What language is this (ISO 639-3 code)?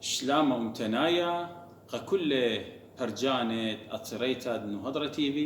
aii